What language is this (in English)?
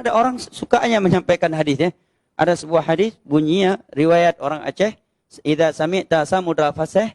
Achinese